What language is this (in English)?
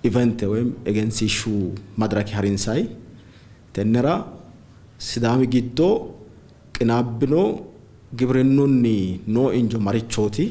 Sidamo